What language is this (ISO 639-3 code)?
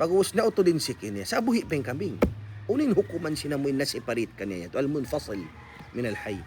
tsg